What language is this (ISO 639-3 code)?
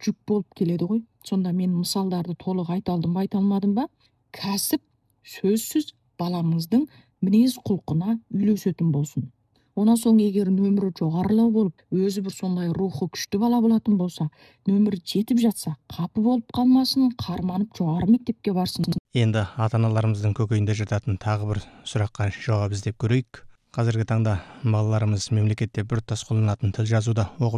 kaz